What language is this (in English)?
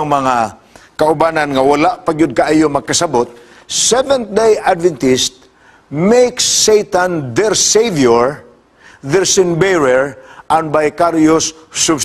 Cebuano